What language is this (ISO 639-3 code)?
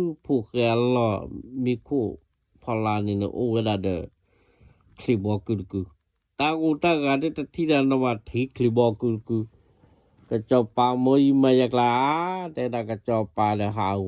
ksw